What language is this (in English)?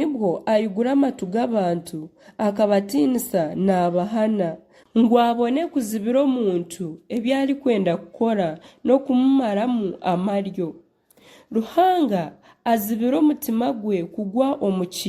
Nyankole